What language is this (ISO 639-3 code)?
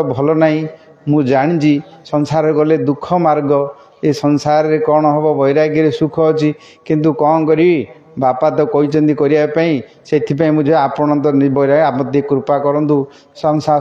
ori